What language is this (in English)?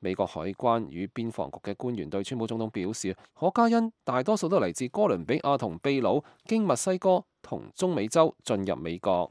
Cantonese